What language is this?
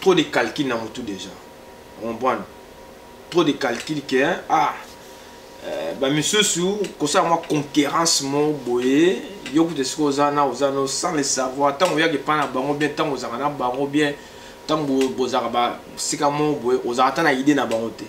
Lingala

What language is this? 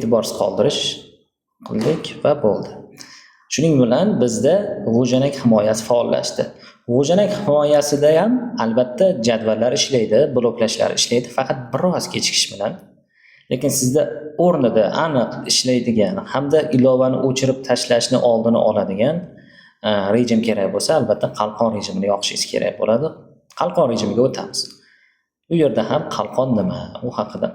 Uzbek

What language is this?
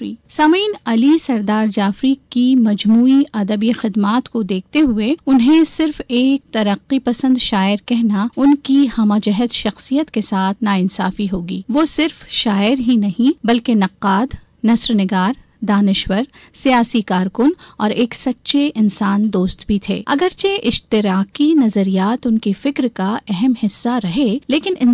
Urdu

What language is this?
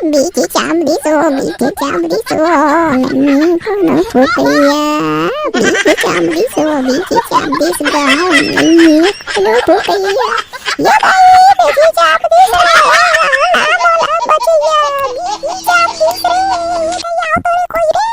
Chhattisgarhi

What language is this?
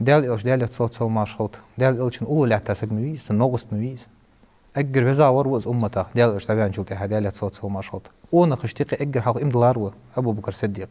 Ingush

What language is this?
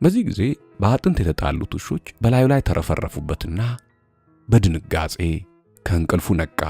Amharic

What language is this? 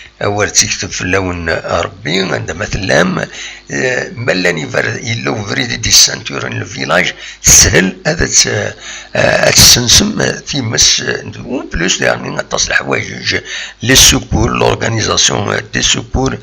Kabyle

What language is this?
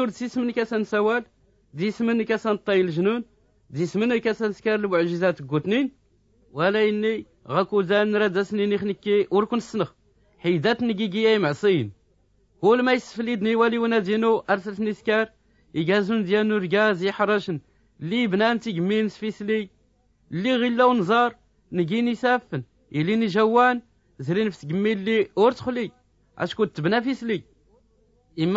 Tachelhit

